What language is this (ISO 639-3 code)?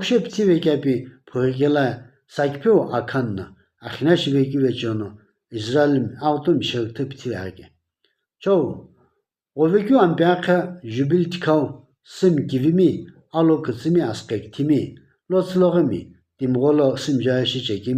nsm